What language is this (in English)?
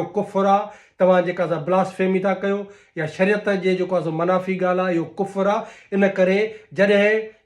Sindhi